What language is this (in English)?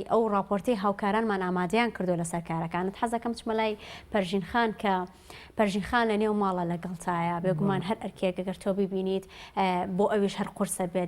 Central Kurdish